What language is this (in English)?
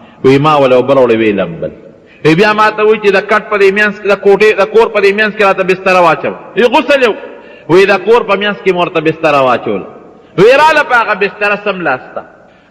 Pashto